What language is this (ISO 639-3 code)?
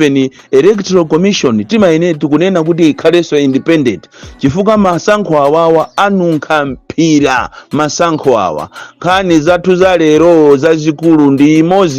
nya